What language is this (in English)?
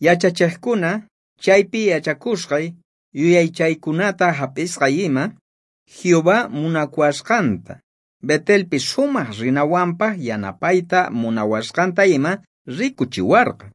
South Bolivian Quechua